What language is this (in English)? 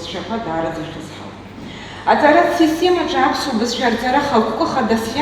Abkhazian